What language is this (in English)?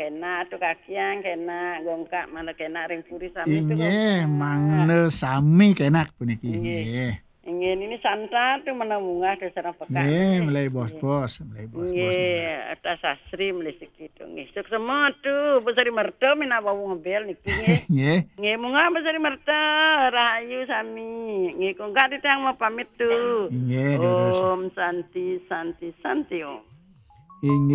Balinese